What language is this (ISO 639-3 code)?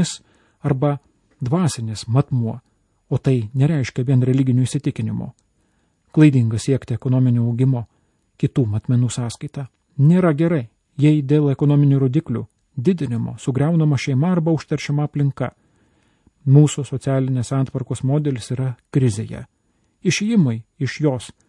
lit